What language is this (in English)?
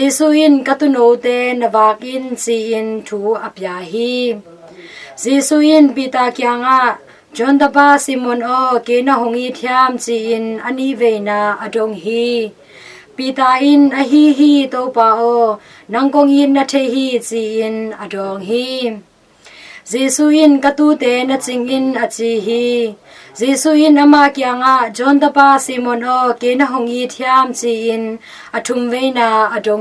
Tedim Chin